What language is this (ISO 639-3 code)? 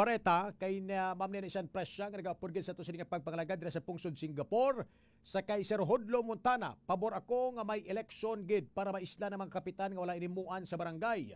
hil